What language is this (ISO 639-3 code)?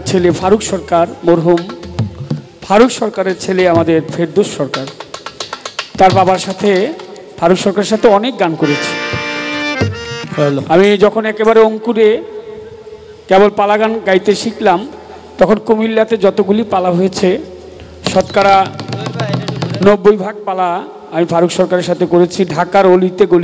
ben